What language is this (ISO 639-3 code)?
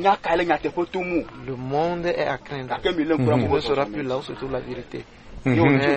fra